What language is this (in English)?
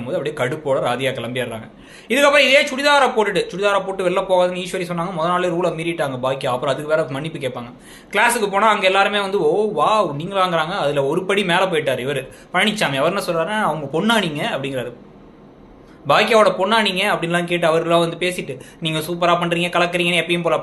Tamil